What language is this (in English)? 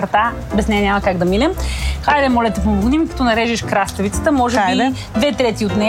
Bulgarian